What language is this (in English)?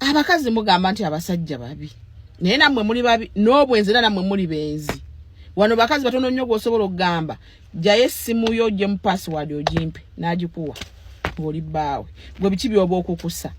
Ganda